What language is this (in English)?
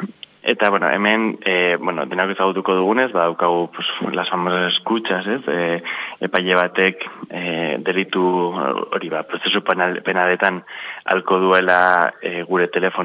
Basque